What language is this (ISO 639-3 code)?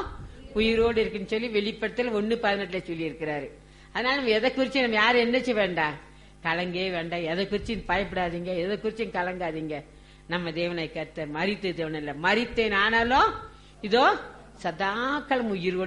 tam